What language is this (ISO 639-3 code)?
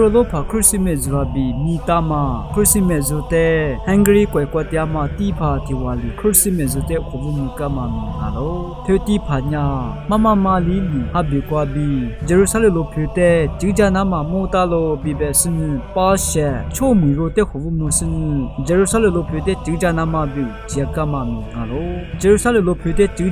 lis